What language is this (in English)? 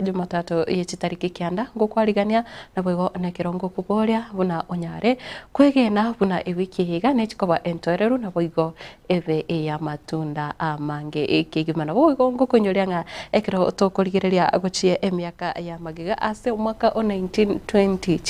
Gusii